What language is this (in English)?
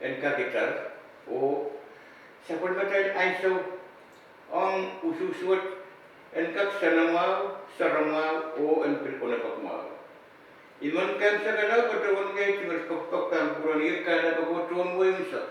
Pohnpeian